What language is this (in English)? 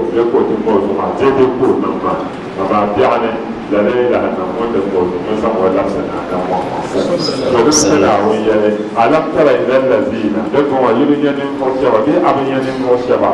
Dagbani